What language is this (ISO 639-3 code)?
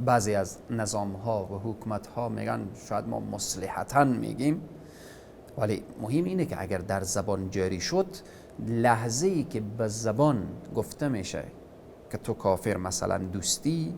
fas